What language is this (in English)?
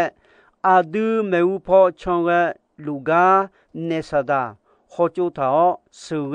Akha